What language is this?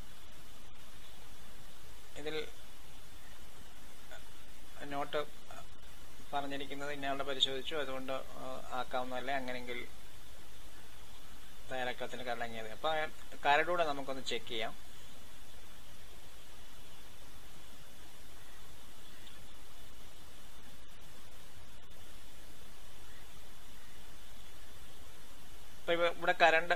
Malayalam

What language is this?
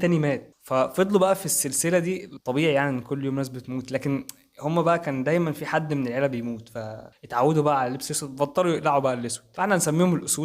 Egyptian Arabic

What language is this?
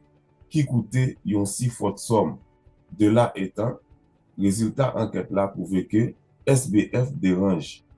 Haitian Creole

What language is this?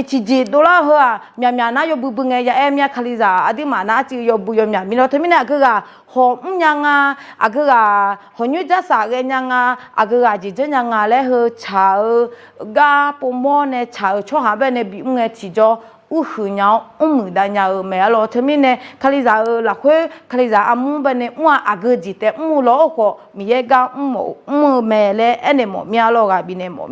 Akha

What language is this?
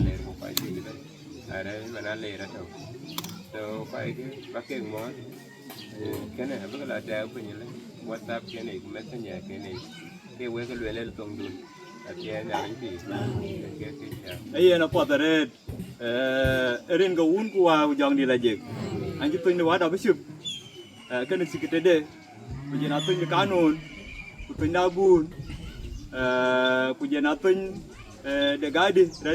Dinka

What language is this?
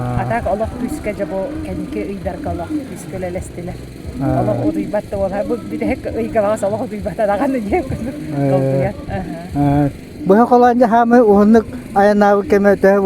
Yakut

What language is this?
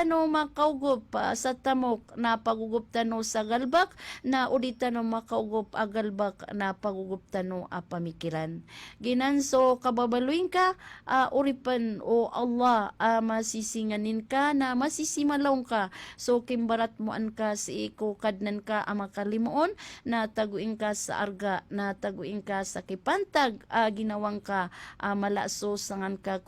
Maranao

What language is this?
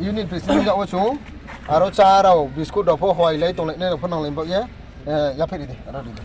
Riang (India)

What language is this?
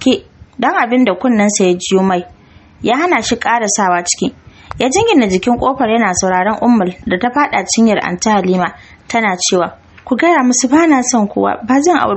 Hausa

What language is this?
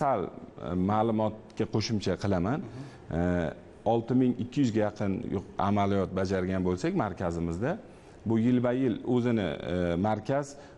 Uzbek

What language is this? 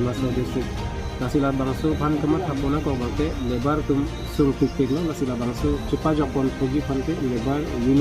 Karbi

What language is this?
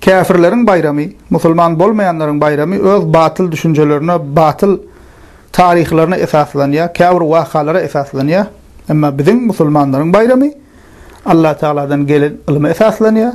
Turkmen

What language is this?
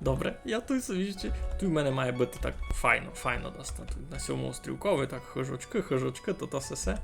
Rusyn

